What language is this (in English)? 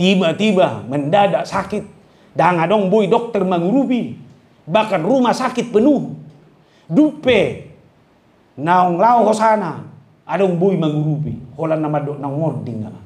Batak Toba